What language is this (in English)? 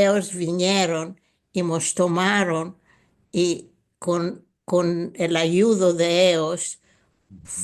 Ladino